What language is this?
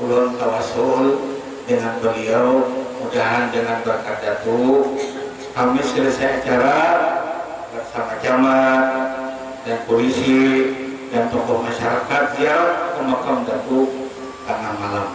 Banjar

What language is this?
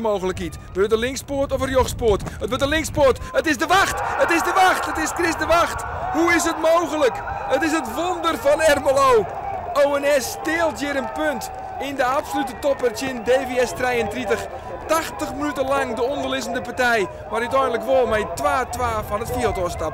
Western Frisian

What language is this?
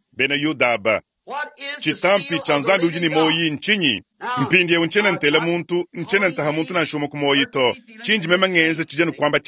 Luba-Lulua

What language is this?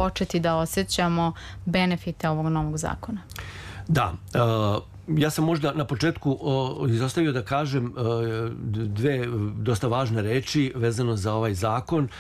Serbian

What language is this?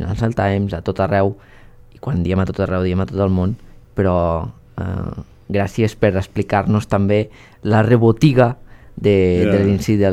Catalan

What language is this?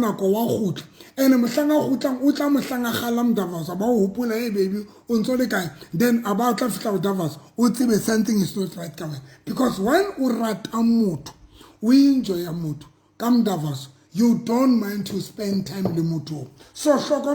Southern Sotho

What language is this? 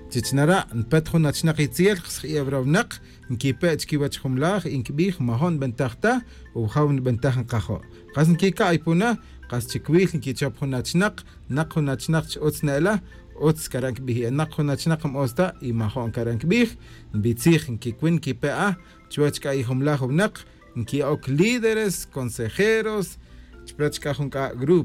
Tz'utujil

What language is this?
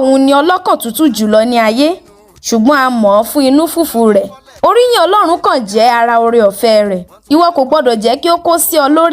Yoruba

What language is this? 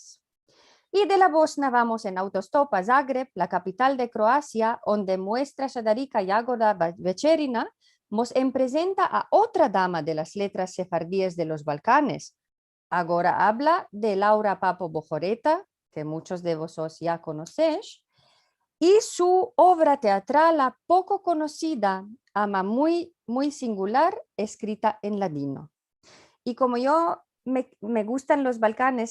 Ladino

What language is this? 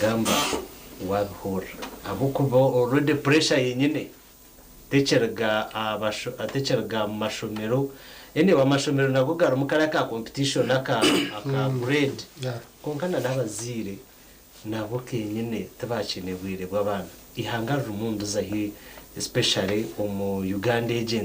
Nyankole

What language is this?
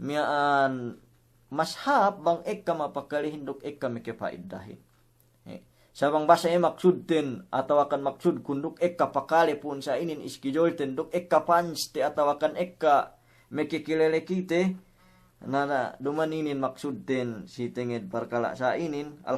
Yakan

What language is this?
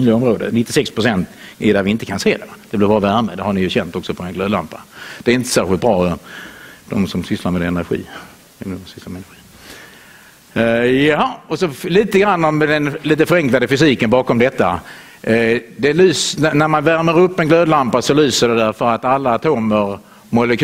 Swedish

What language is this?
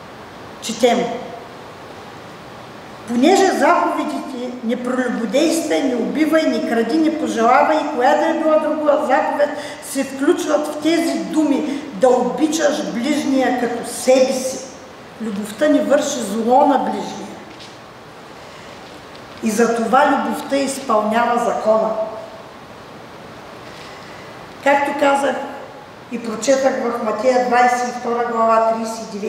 Bulgarian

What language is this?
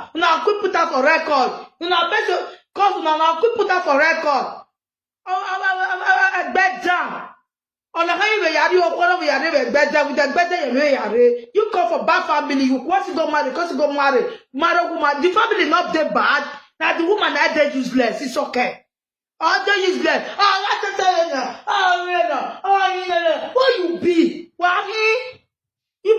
Nigerian Pidgin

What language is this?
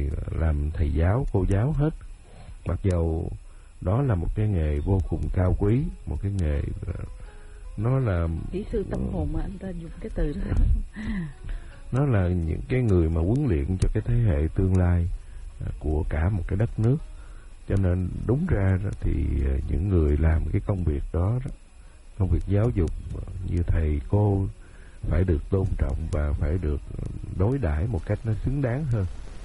Vietnamese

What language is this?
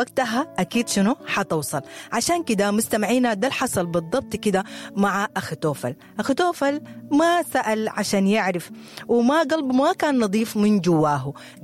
Sudanese Arabic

